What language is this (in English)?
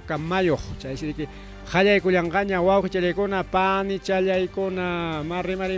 Ayacucho Quechua